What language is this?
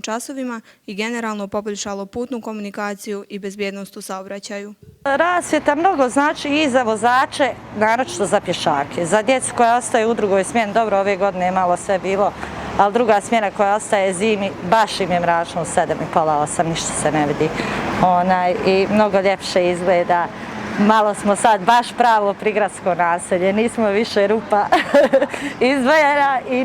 Bosnian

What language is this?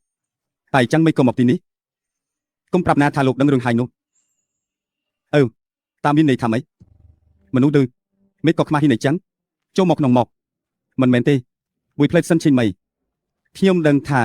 Khmer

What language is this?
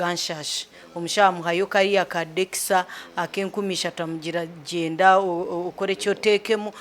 Nyankole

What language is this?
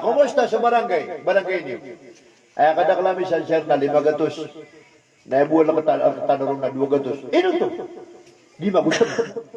Maranao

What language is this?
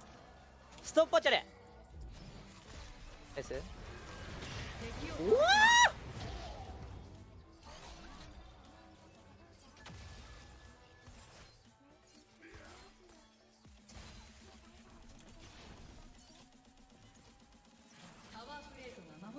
Japanese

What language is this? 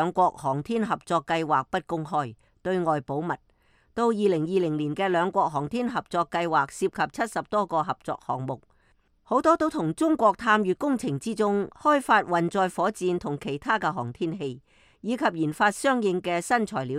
Cantonese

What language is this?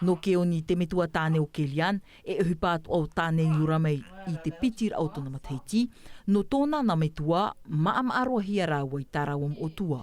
Tahitian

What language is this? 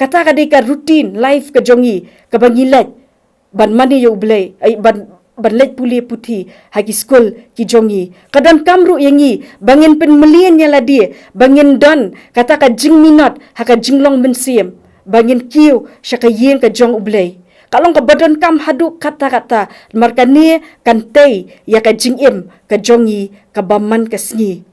Khasi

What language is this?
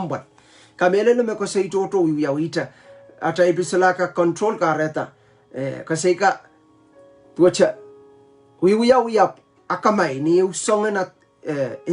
Pohnpeian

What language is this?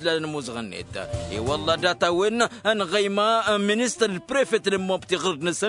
Tamasheq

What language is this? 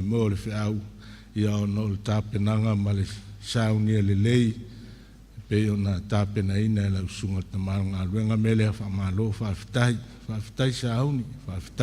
Samoan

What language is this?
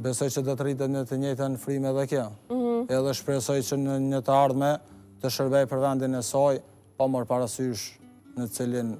Albanian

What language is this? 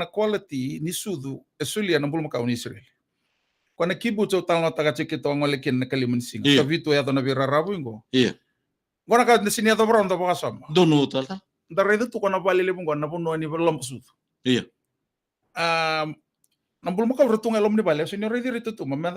Fijian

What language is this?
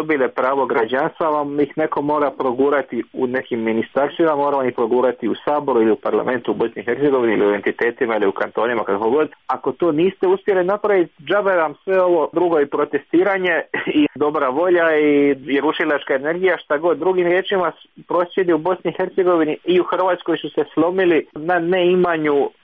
Croatian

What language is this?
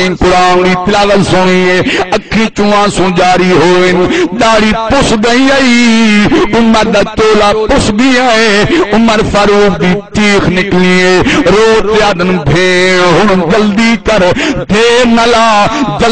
Saraiki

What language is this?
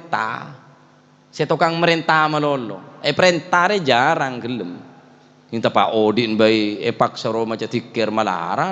Madurese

